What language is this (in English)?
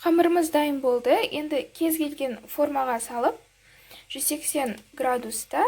Kazakh